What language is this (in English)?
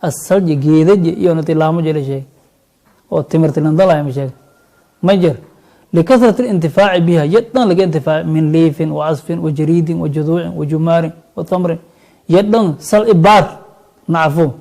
Somali